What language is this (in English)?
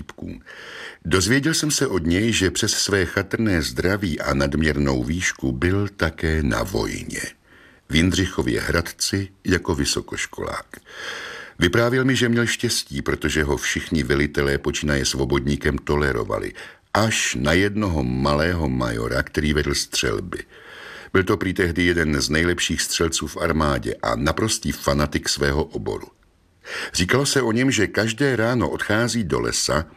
Czech